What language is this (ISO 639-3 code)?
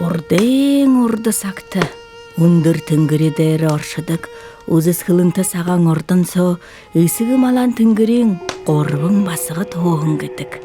bua